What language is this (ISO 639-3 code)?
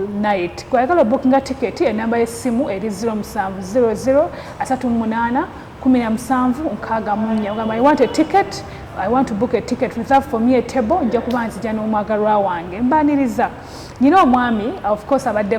lug